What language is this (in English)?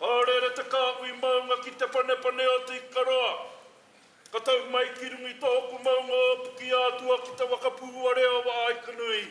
Māori